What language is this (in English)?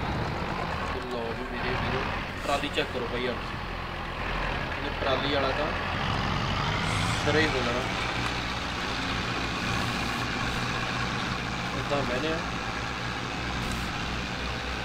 Punjabi